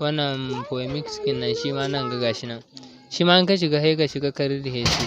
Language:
Hausa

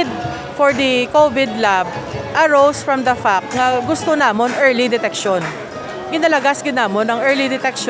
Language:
Hiligaynon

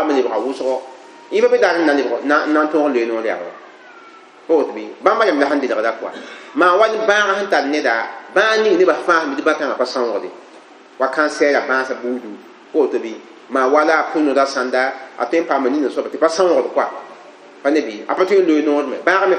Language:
Mossi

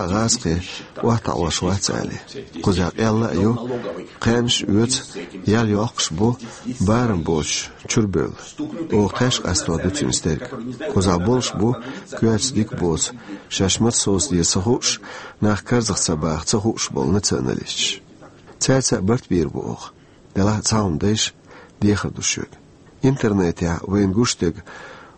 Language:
Chechen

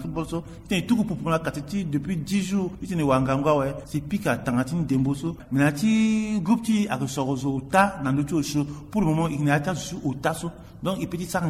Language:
Sango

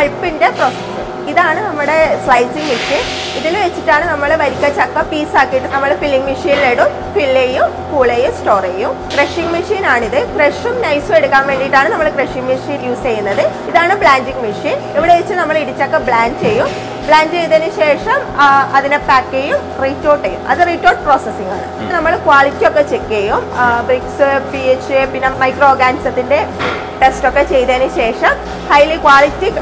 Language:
Malayalam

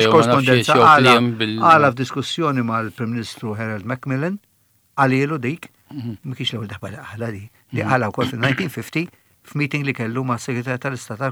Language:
Maltese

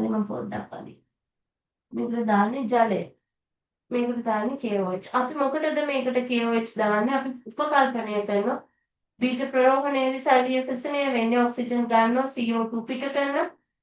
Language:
Sinhala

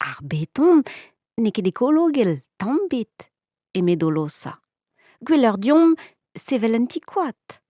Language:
Breton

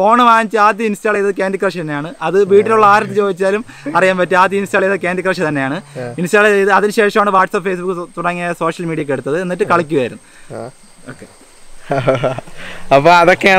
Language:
Malayalam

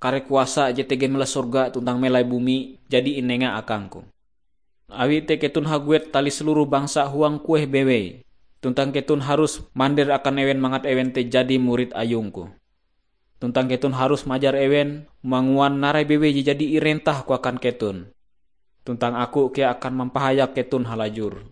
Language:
Ngaju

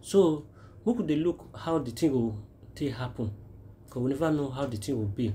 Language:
Nigerian Pidgin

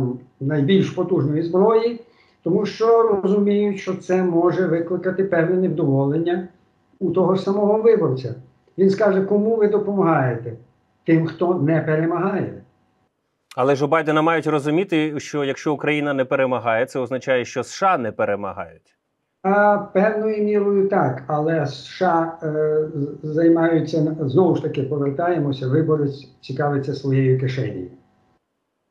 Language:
Ukrainian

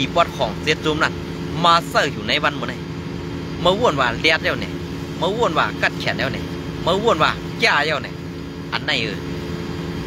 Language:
Shan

